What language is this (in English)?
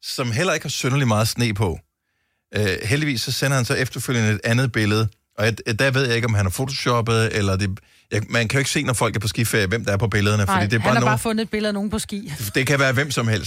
Danish